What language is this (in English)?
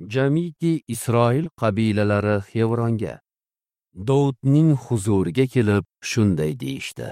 Uzbek